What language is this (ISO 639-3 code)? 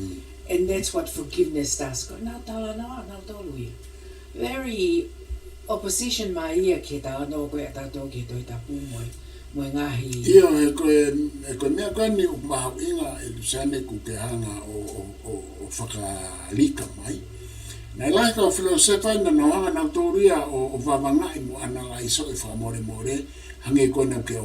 ton